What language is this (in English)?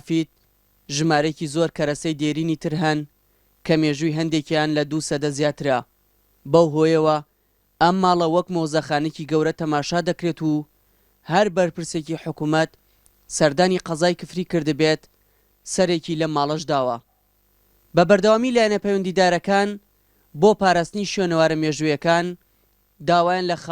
Central Kurdish